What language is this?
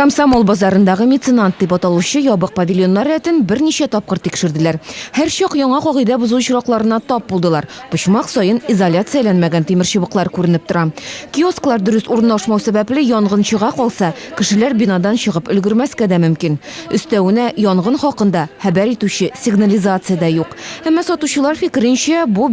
Tatar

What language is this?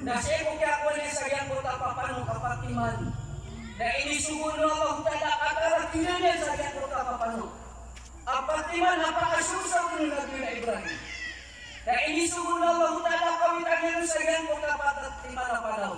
Maranao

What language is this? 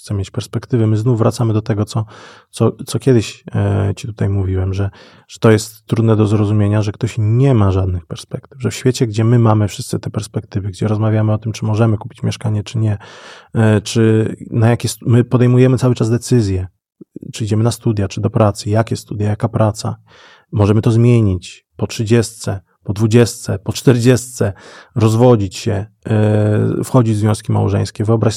Polish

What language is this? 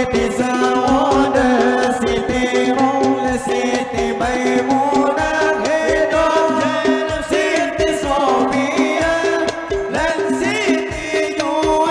Banjar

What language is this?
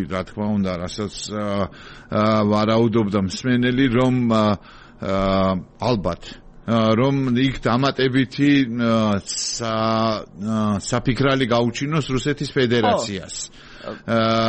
Georgian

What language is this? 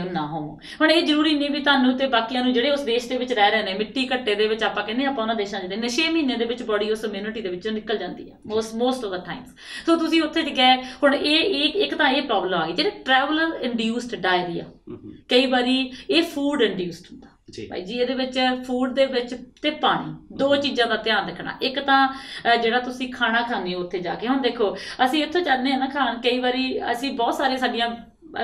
Punjabi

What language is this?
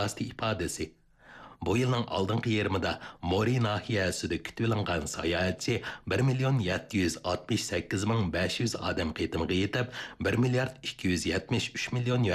Uyghur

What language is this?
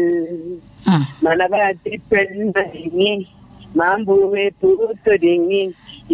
Malayalam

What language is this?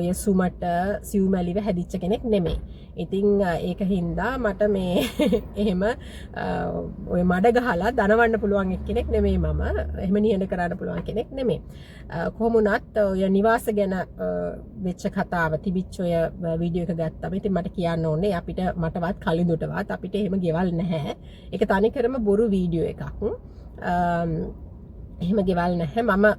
Sinhala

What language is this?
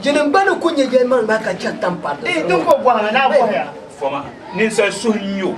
Dagbani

